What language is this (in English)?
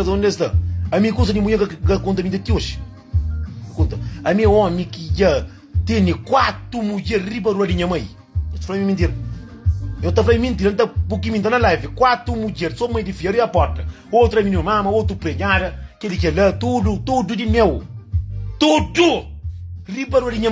Kabuverdianu